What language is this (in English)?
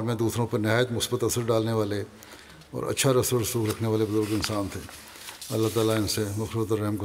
Urdu